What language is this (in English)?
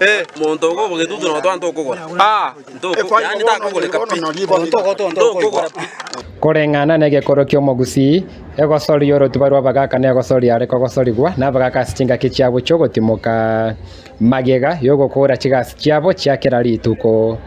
Gusii